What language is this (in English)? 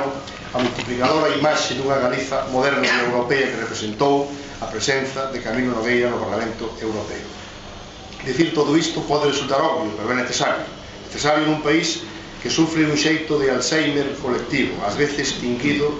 Galician